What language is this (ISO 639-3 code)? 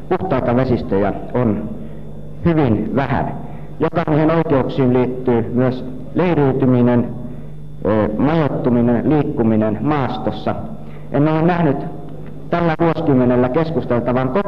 fin